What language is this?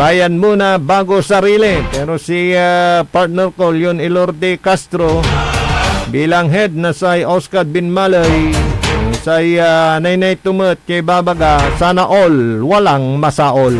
Pangasinan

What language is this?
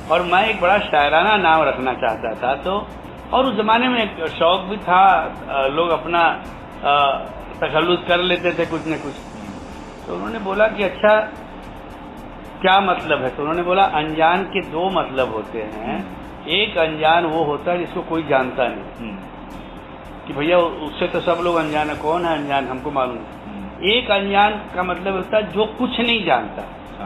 Hindi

